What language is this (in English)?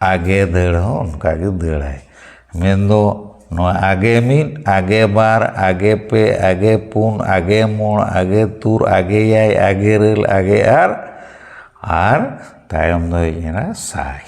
Santali